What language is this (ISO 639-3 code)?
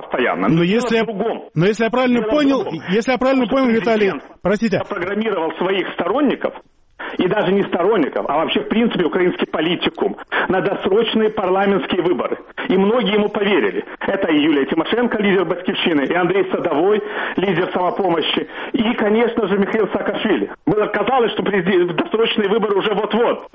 rus